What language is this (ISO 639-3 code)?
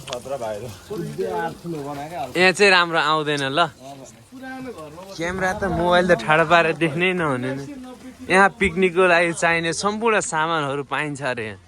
nep